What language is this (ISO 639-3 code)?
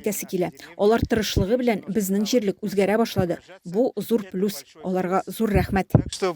tat